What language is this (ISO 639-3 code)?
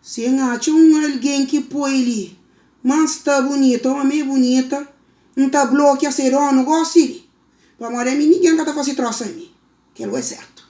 kea